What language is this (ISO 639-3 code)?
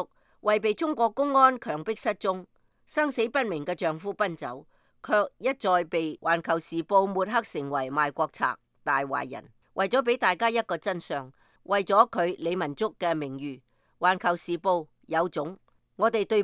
yue